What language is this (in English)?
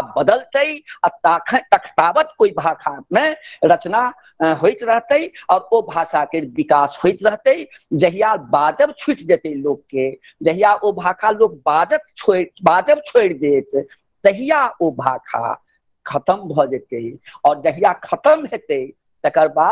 Maithili